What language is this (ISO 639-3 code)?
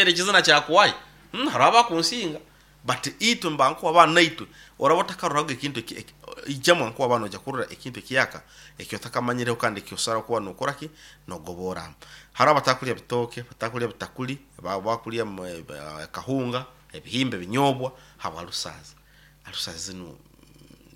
nyo